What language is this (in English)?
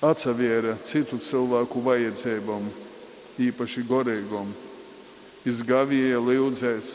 Latgalian